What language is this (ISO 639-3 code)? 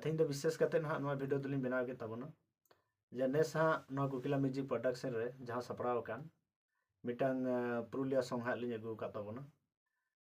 sat